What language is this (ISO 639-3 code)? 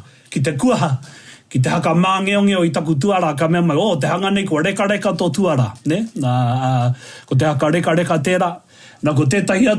mri